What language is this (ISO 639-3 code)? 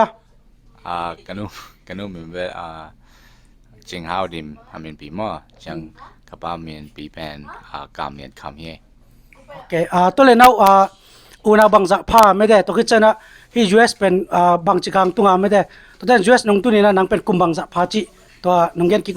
ctd